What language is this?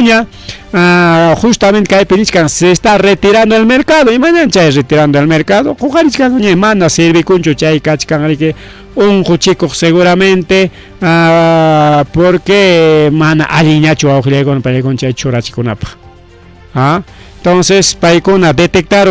Ayacucho Quechua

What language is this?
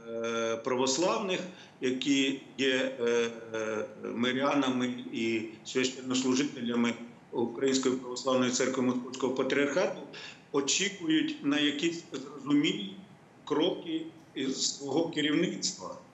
Ukrainian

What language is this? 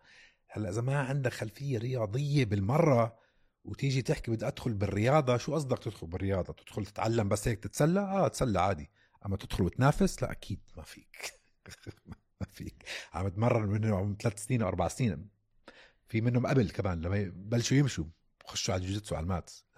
North Levantine Arabic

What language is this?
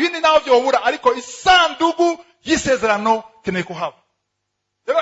Rundi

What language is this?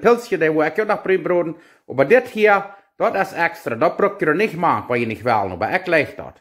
Plautdietsch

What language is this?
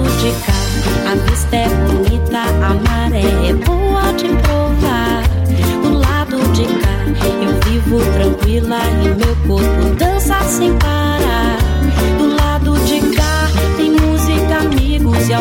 Portuguese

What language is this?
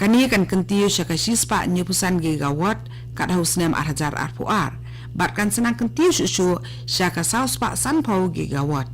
Khasi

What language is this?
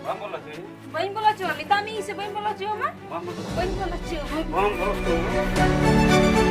Santali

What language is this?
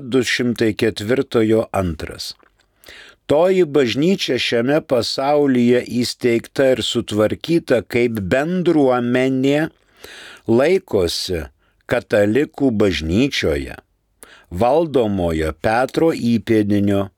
Lithuanian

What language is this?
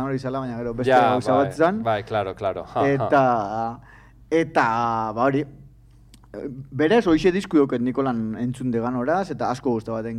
Basque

